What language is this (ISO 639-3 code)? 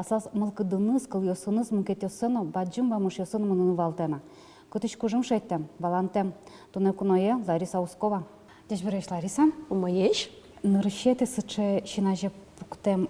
udm